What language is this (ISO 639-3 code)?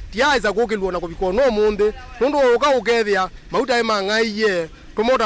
kam